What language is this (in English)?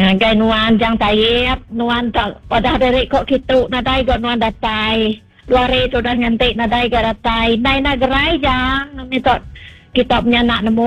Iban